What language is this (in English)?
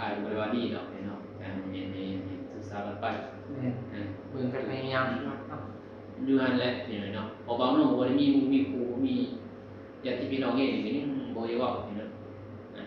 Northeastern Thai